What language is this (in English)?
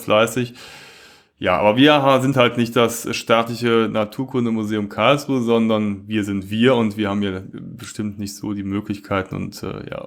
German